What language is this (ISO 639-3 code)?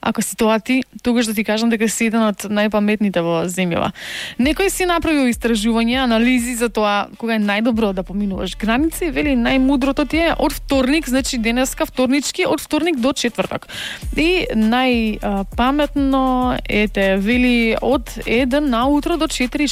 mkd